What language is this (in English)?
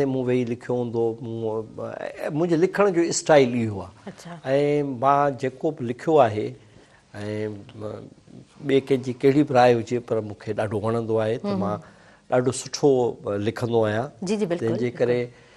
Sindhi